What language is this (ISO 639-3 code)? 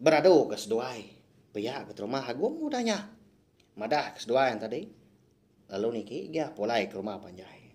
iba